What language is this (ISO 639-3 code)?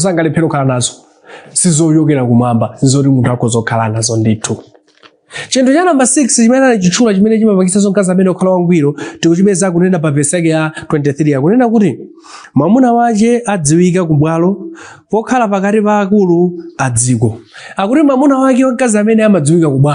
nya